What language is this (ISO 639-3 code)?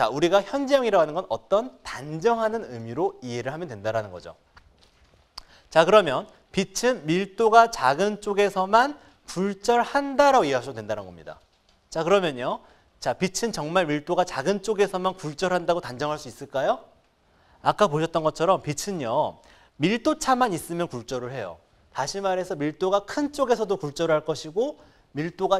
kor